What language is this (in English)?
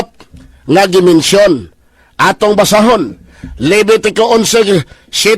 Cebuano